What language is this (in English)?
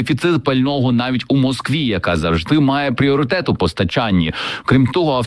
Ukrainian